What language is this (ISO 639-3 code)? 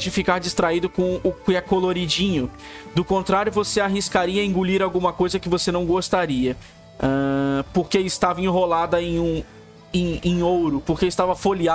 por